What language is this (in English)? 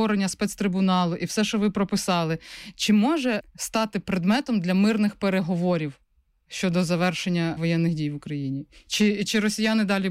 Ukrainian